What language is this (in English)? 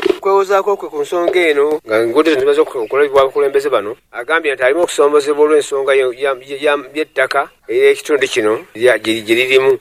Ganda